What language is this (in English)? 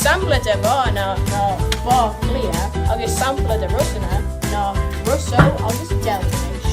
Irish